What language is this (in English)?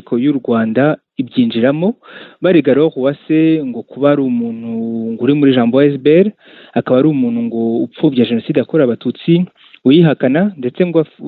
Kinyarwanda